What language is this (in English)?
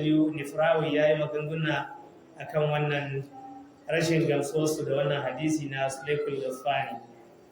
Hausa